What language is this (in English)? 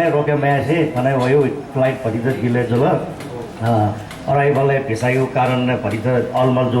Newari